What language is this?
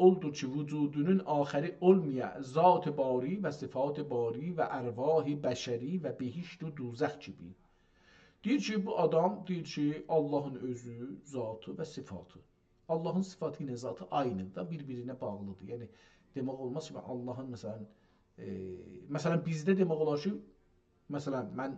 South Azerbaijani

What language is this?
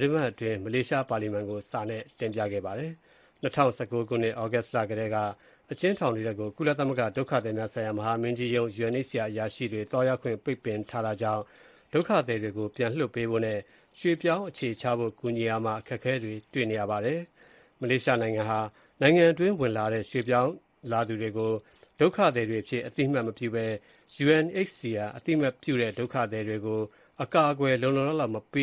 Burmese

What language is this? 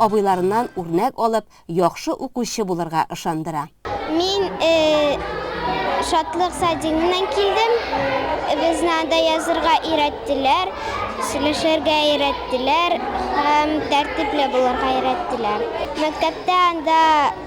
Tatar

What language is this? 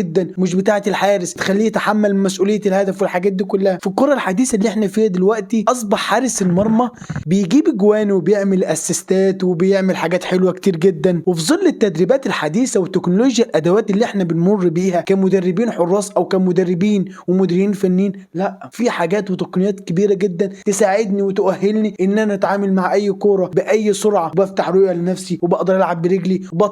Egyptian Arabic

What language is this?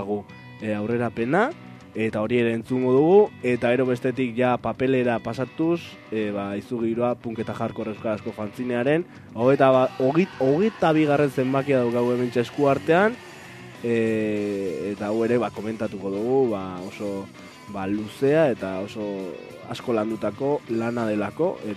Basque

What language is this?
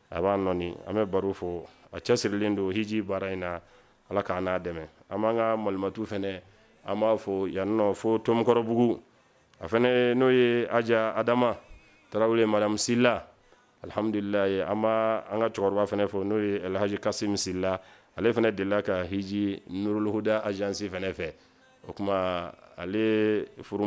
Bambara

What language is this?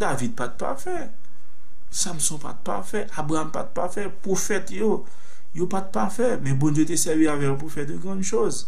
Haitian Creole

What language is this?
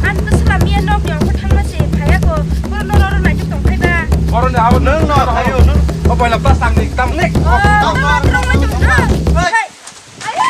Kok Borok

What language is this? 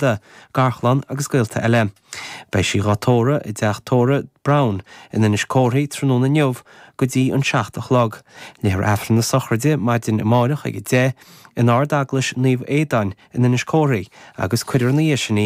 Irish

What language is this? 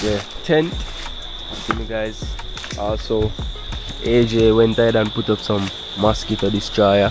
Jamaican Creole English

